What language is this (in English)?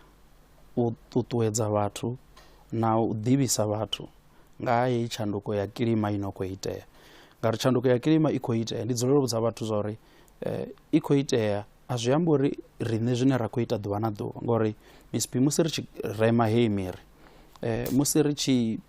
Venda